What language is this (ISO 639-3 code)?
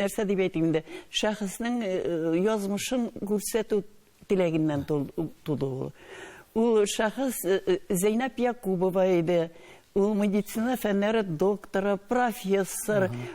tat